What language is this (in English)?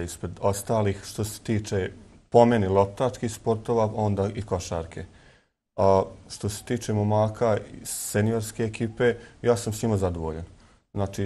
Bosnian